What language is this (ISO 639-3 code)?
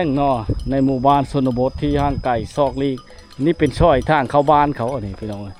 lao